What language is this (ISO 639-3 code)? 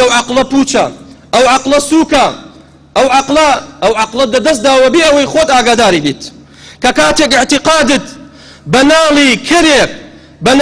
ckb